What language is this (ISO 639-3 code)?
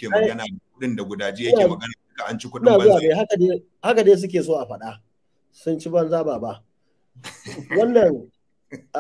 hau